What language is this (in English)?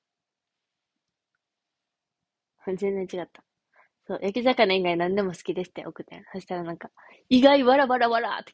Japanese